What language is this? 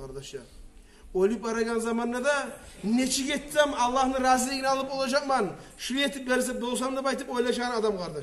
Kumyk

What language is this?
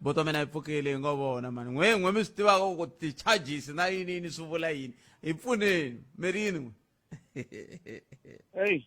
Tsonga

